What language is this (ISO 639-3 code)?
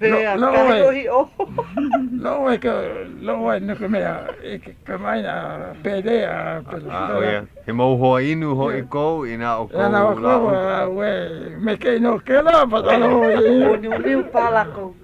haw